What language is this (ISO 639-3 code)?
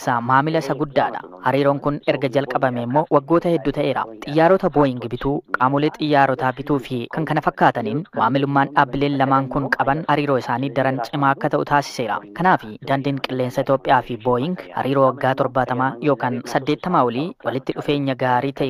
orm